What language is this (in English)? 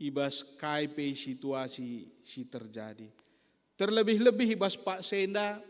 Batak Karo